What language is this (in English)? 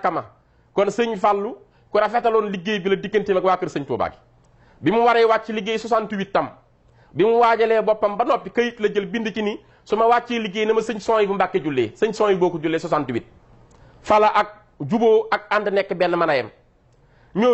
Wolof